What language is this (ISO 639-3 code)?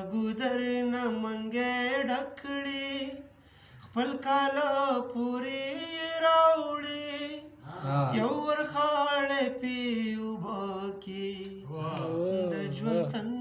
pus